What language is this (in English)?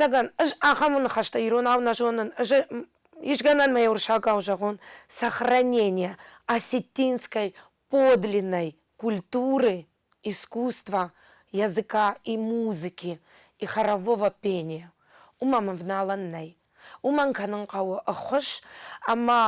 Ossetic